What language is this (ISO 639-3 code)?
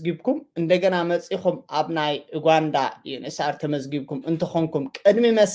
tir